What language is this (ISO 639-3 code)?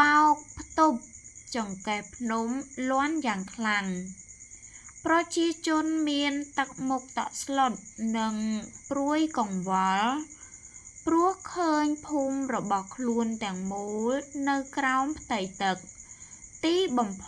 khm